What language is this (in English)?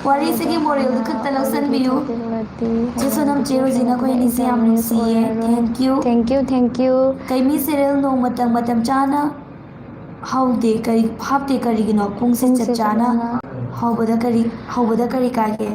Manipuri